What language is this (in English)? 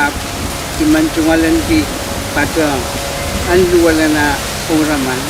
Pohnpeian